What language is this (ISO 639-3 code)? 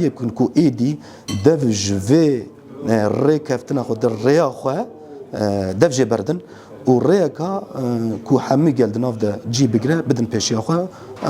kur